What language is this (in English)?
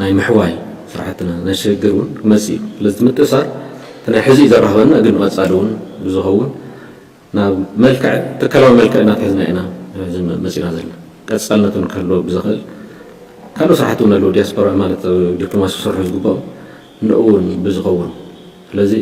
Tigrinya